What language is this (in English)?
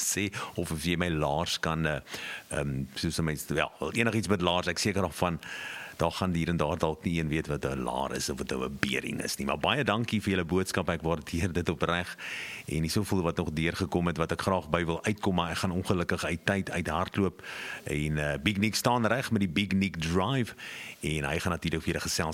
Afrikaans